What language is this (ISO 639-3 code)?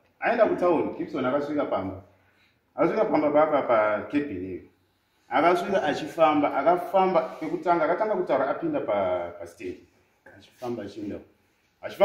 sna